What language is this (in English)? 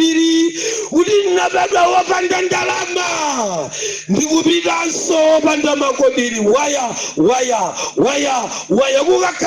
Nyanja